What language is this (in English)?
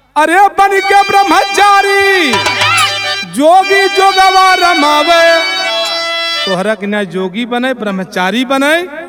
Bhojpuri